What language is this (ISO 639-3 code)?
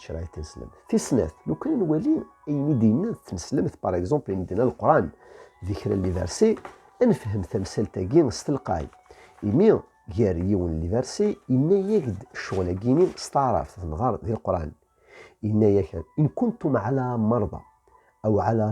kab